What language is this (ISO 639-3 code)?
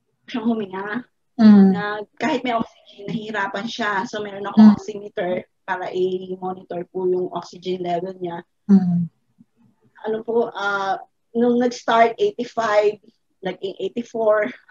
fil